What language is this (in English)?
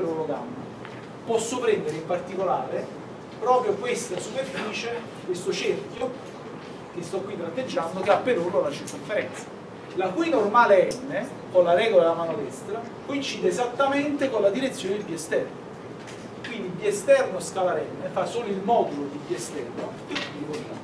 Italian